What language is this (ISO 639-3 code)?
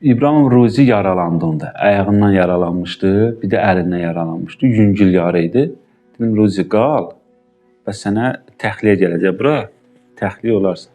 aze